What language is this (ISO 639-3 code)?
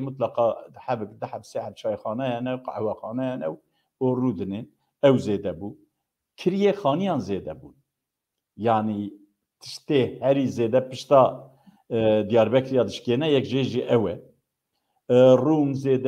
kur